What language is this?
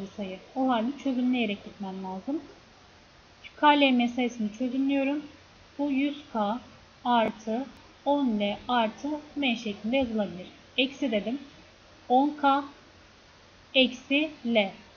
Turkish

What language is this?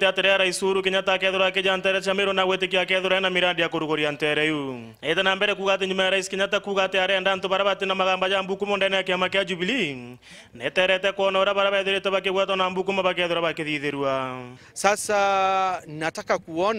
Meru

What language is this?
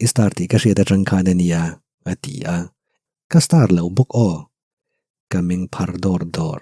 Mizo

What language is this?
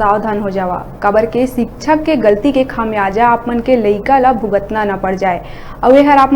Chhattisgarhi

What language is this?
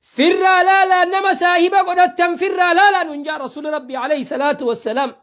Oromo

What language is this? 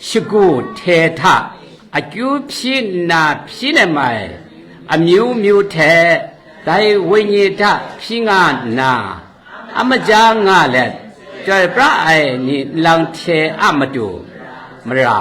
Kachin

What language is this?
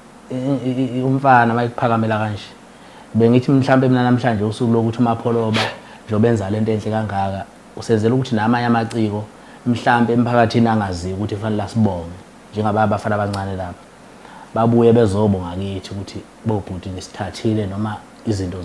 Zulu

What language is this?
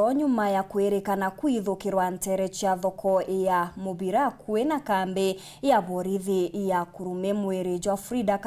Meru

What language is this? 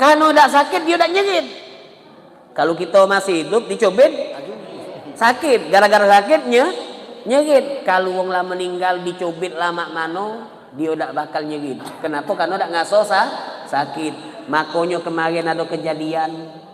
Musi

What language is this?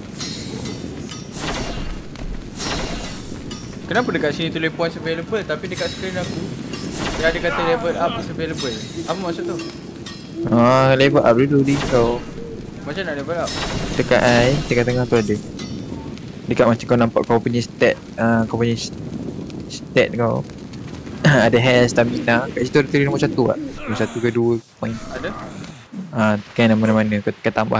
Malay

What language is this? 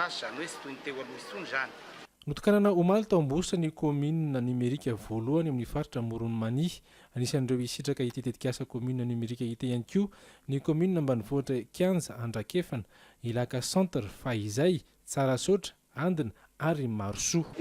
Malagasy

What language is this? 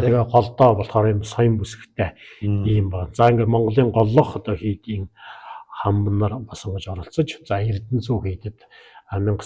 Mongolian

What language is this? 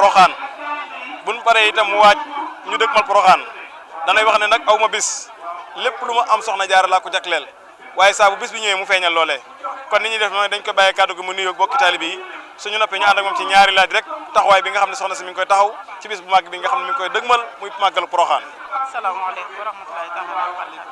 Wolof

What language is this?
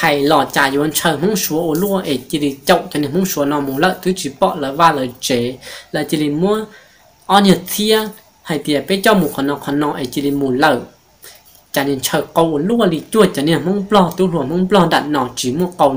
Hmong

